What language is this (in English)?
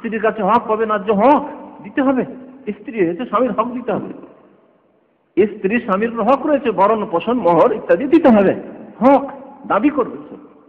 Bangla